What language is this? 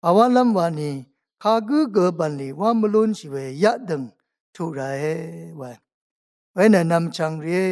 Rawang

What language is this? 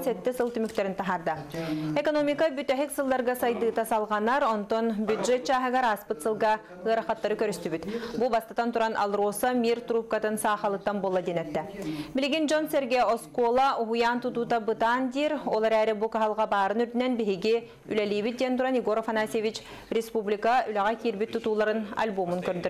Yakut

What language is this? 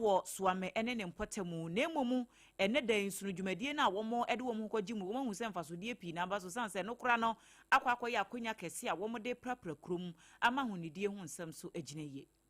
Akan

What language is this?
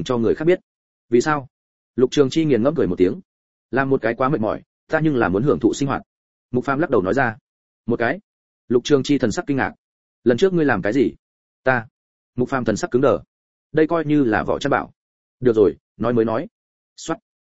Vietnamese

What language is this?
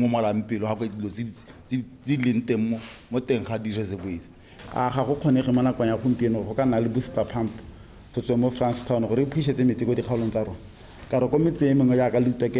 Tswana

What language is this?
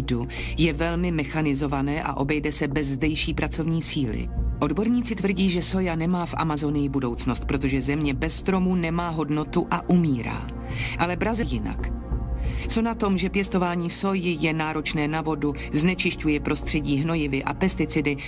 Czech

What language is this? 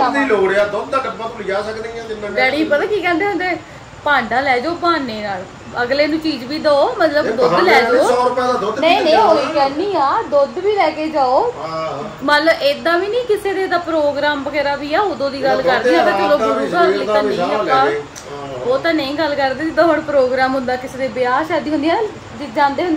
Punjabi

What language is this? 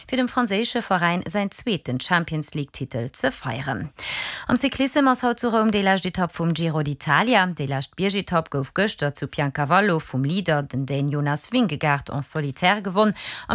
Luxembourgish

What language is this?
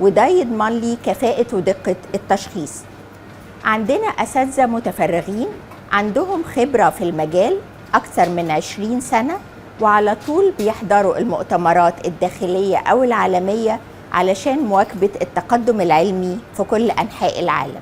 Egyptian Arabic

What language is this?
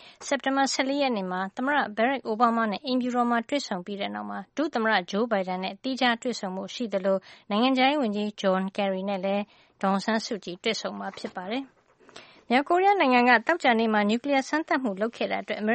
Burmese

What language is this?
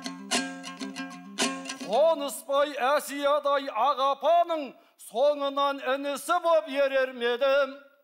Kazakh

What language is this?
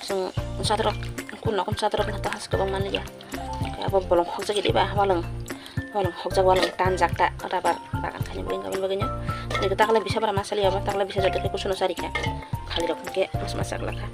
Kok Borok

